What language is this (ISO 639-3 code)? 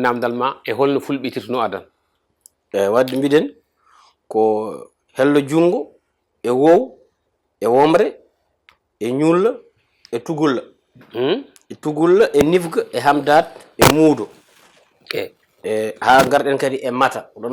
ful